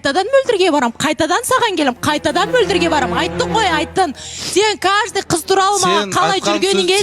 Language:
Kazakh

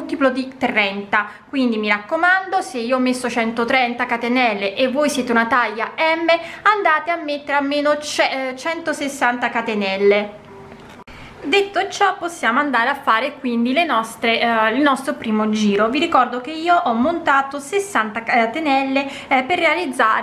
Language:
Italian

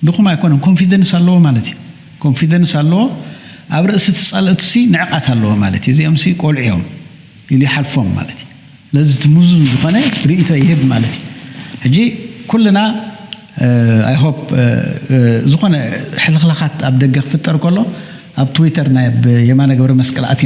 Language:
Tigrinya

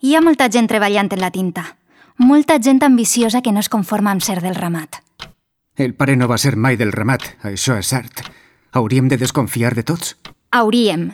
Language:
Catalan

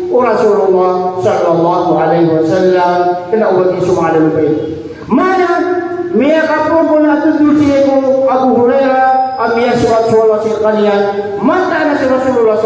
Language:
Maranao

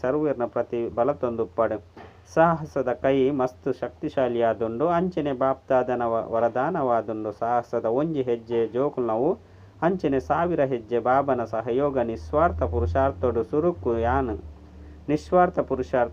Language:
Tulu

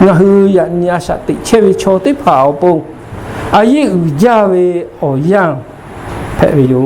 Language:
Lahu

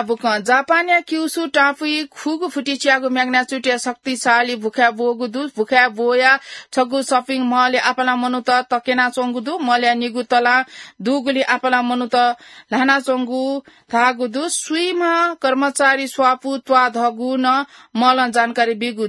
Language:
Newari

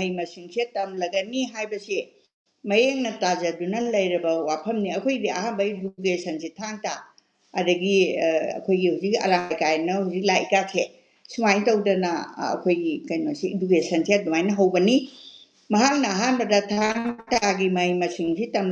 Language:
Manipuri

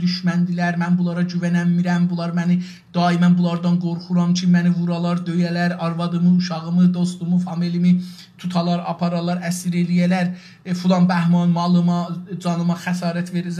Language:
South Azerbaijani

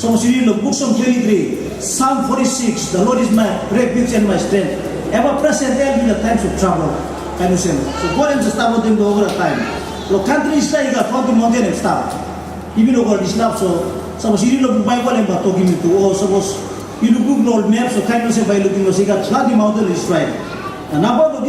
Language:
Tok Pisin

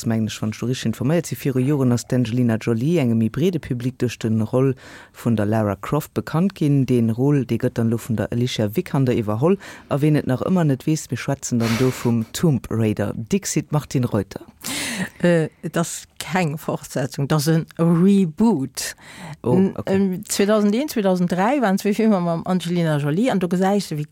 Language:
Luxembourgish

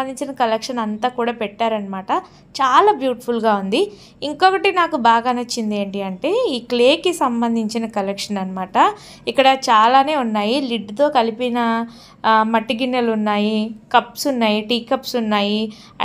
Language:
Telugu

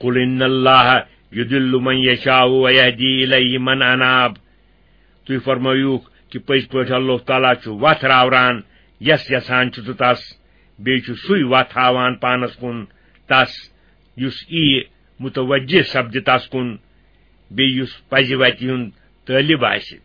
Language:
Kashmiri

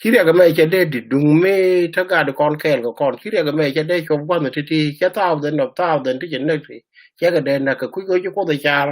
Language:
Nuer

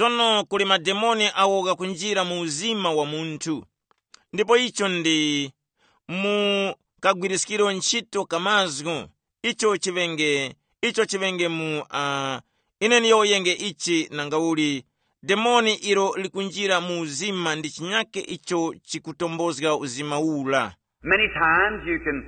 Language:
Tumbuka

